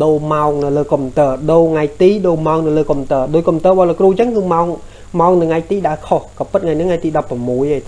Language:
Khmer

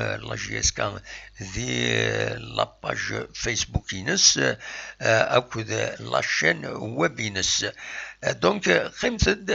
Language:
Kabyle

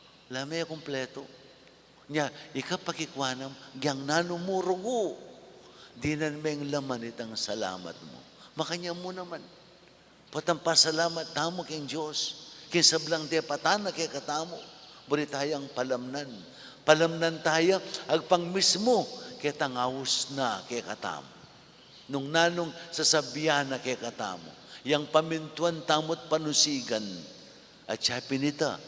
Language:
Pampanga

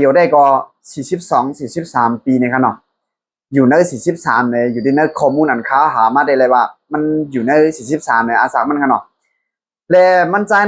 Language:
Shan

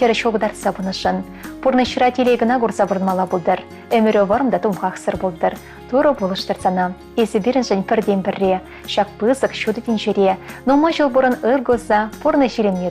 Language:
Chuvash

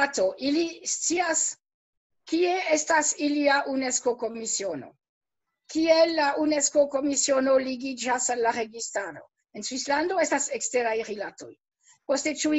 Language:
Esperanto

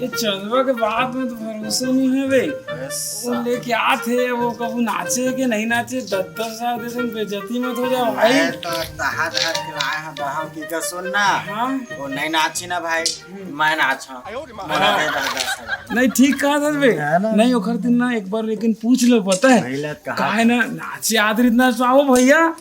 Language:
Chhattisgarhi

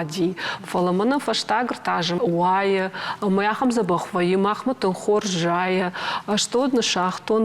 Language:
Ossetic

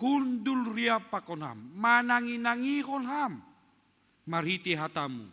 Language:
Batak Simalungun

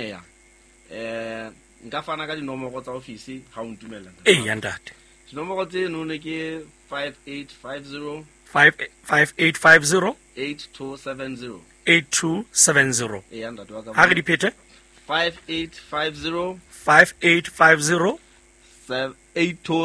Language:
Southern Sotho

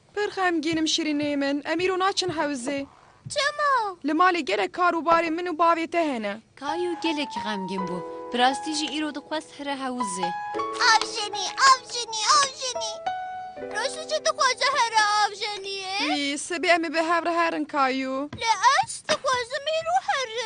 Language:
Kurdish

